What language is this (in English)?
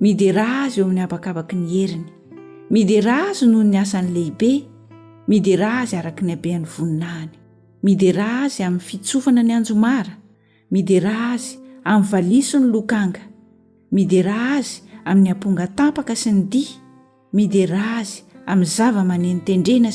Malagasy